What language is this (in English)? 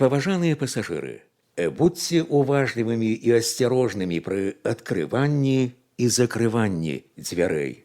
Belarusian